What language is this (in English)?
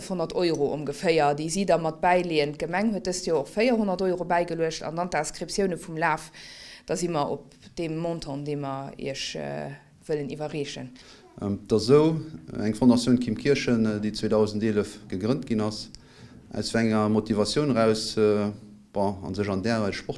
Luxembourgish